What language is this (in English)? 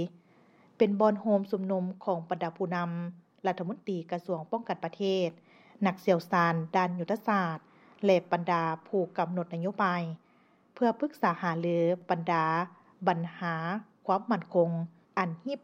Lao